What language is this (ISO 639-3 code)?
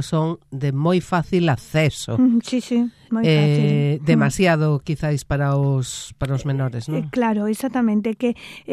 glg